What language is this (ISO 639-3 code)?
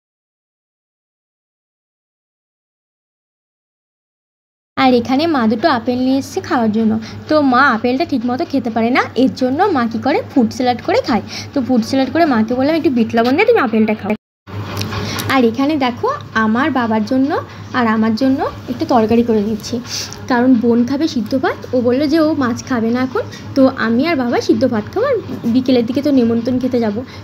ben